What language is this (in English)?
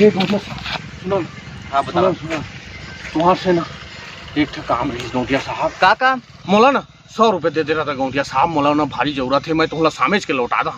Chhattisgarhi